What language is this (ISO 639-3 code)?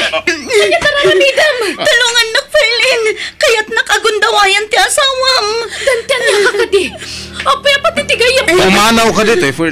ilo